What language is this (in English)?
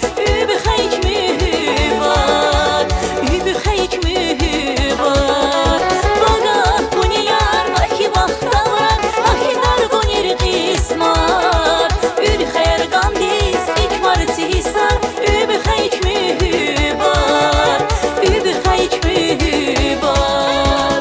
Tabassaran